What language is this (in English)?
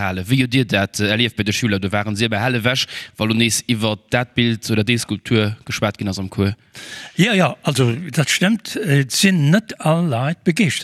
Luxembourgish